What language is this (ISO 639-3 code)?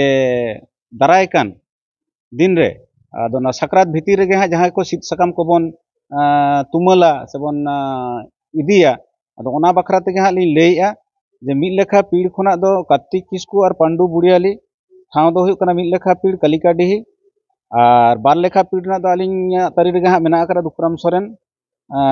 sat